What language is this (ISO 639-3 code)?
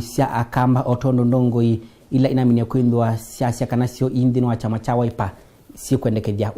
kam